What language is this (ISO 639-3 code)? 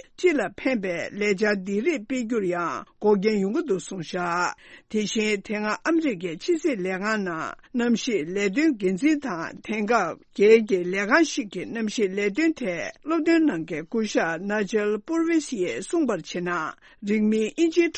bod